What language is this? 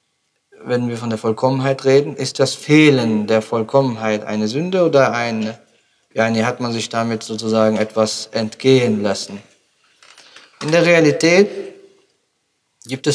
German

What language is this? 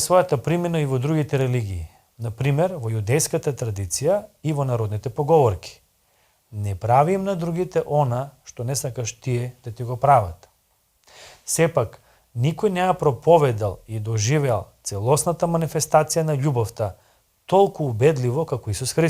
Macedonian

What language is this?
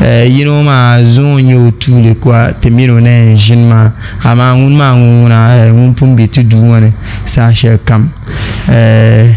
Dagbani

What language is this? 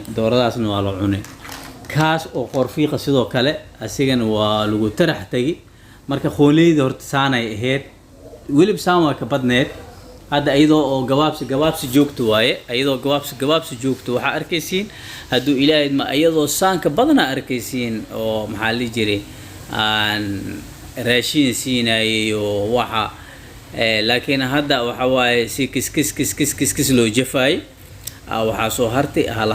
Somali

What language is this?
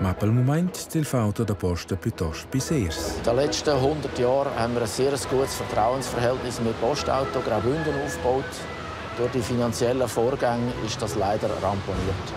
Romansh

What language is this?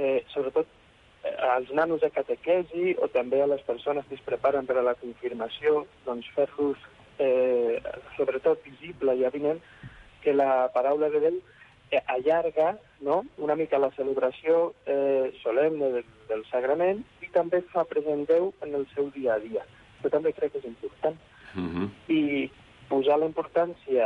Catalan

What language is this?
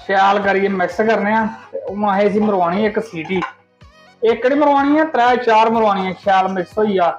Dogri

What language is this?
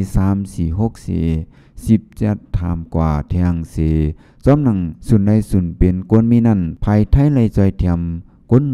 Shan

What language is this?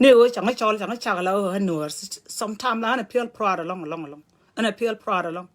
Nuer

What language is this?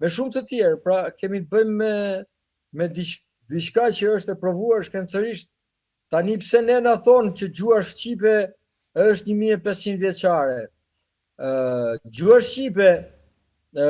Albanian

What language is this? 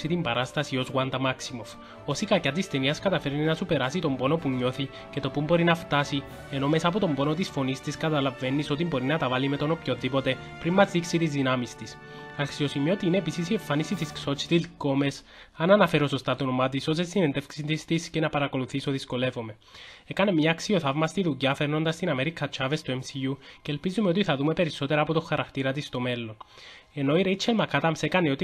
Greek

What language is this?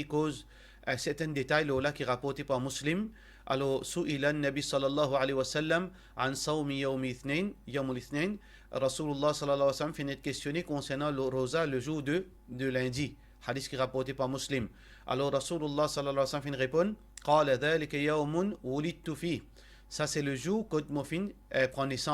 Morisyen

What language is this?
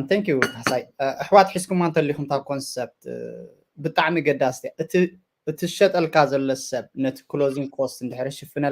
Tigrinya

